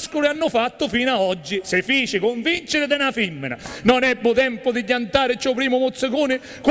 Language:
Sicilian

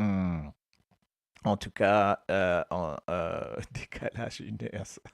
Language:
Morisyen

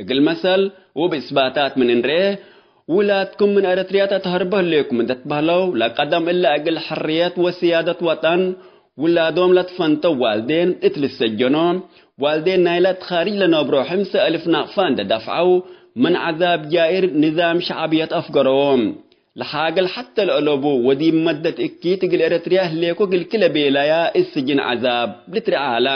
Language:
Tigre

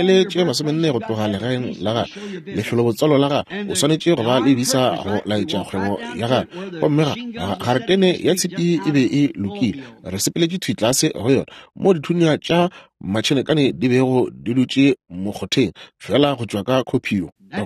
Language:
Northern Sotho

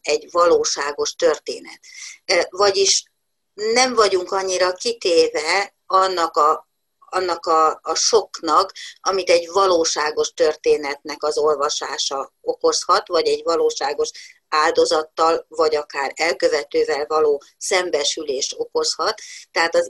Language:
Hungarian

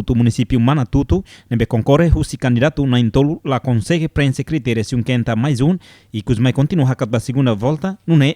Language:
Tetum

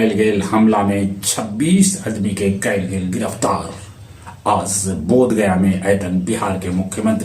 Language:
Magahi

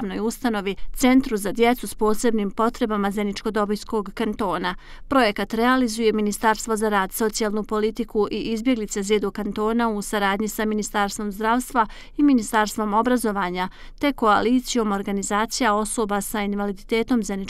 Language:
Bosnian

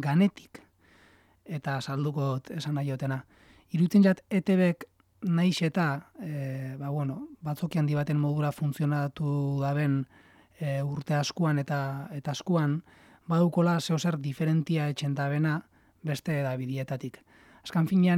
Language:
Basque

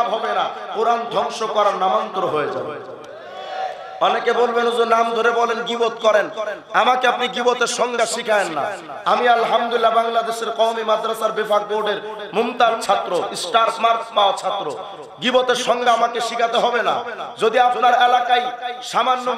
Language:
Bangla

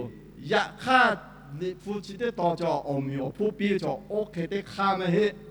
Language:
Lahu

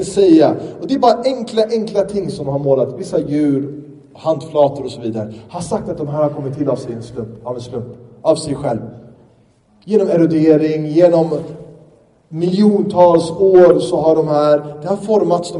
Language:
Swedish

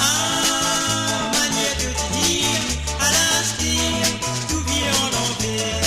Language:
Morisyen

